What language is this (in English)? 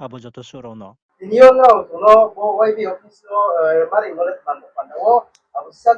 Riang (India)